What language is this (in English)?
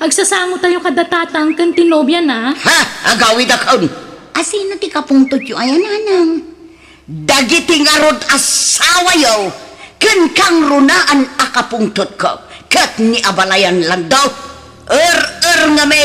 Iloko